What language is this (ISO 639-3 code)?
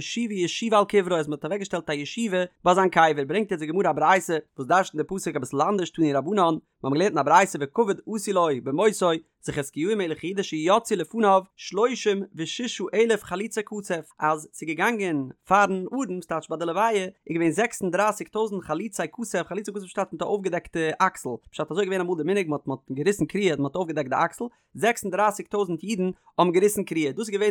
yid